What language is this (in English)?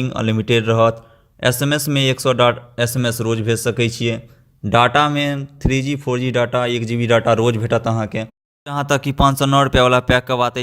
Maithili